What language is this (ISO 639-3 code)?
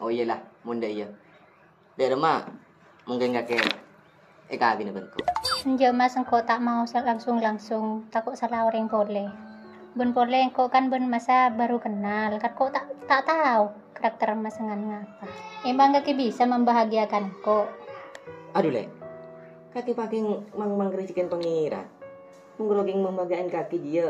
mad